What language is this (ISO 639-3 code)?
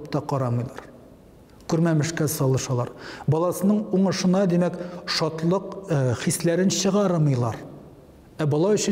tat